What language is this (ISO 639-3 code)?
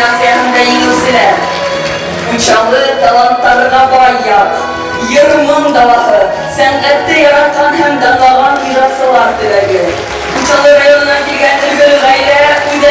bak